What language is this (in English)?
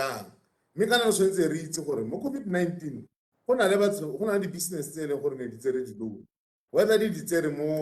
Tswana